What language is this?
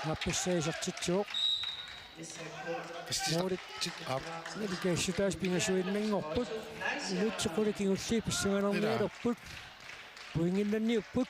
Kalaallisut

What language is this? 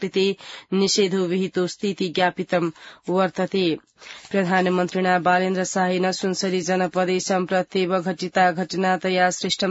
Sanskrit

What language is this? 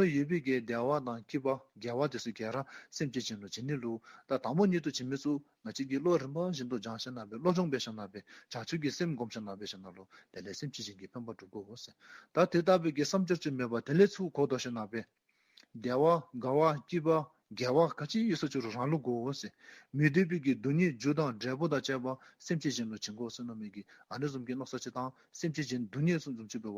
Dzongkha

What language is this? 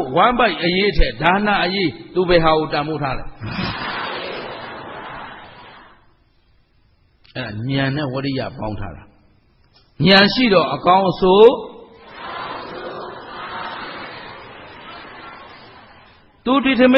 Burmese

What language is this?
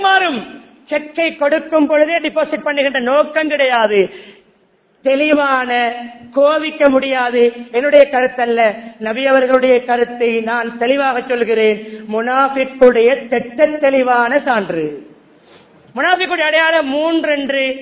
Tamil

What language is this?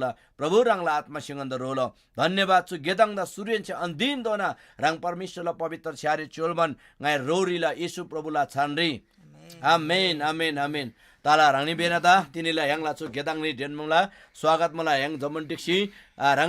Eastern Tamang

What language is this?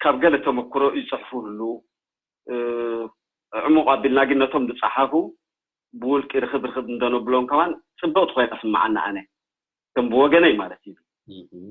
Tigrinya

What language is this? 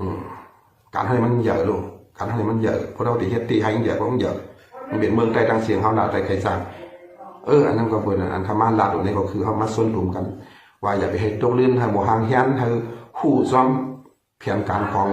Shan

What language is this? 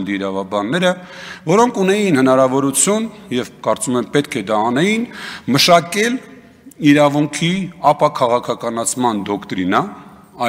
Armenian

